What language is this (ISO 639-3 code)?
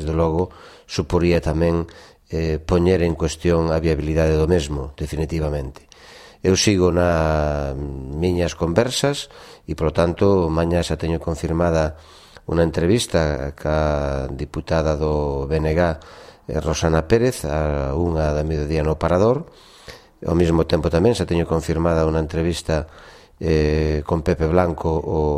glg